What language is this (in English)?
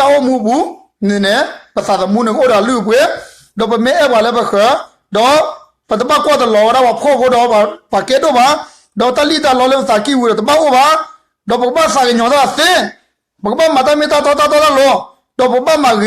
S'gaw Karen